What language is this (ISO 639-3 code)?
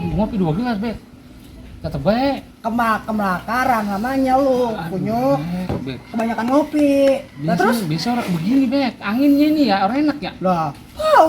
bew